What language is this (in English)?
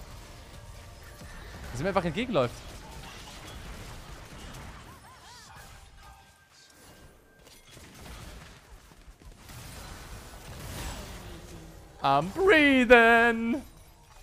German